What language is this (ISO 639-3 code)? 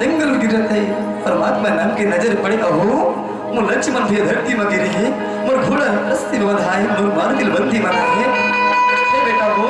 hne